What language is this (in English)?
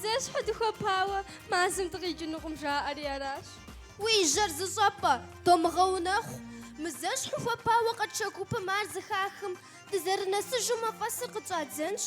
Kabardian